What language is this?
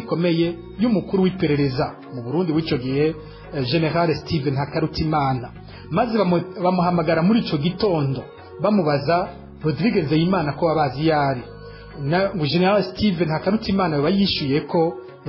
Rundi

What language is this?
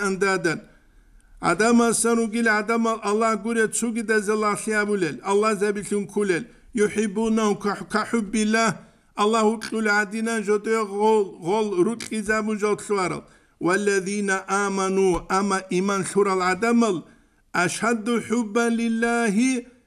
Avaric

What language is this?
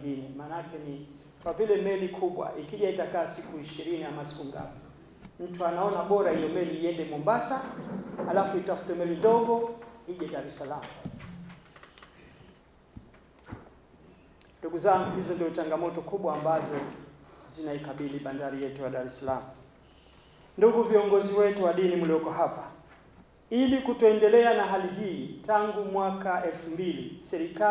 Swahili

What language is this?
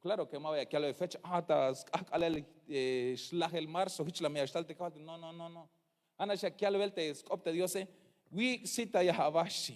Tzeltal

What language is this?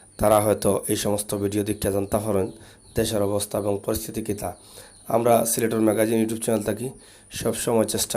Sylheti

